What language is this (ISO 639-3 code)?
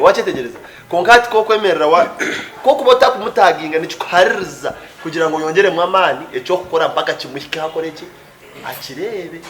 nyn